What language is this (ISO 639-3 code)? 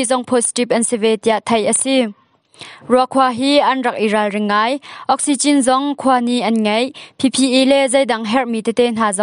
cnh